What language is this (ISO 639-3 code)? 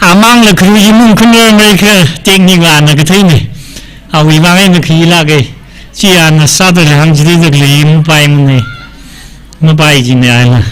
nmf